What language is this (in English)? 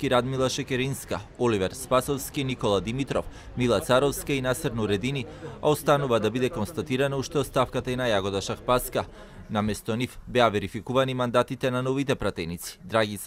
Macedonian